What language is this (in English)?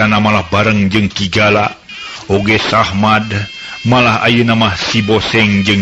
Sundanese